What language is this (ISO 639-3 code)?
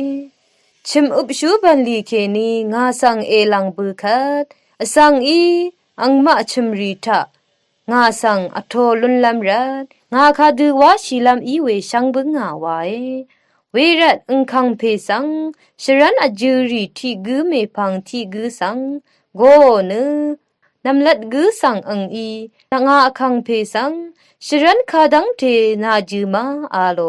raw